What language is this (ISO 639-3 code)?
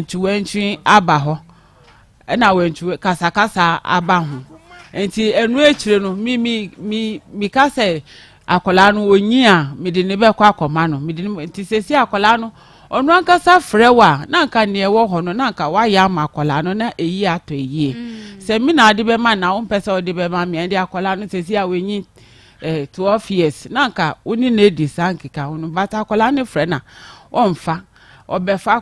aka